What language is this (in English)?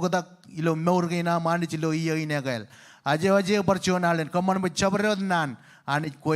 Marshallese